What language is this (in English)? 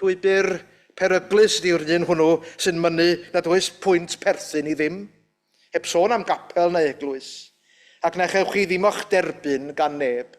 Welsh